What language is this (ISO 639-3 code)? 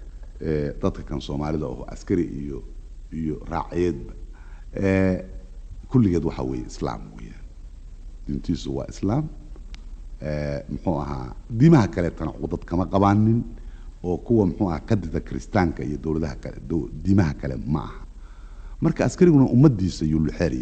som